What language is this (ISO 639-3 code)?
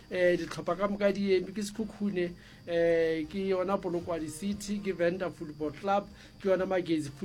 nso